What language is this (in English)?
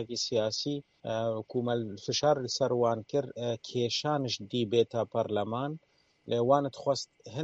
Kurdish